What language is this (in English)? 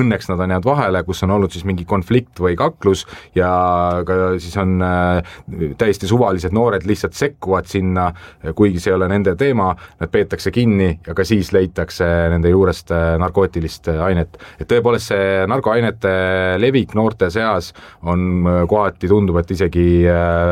Estonian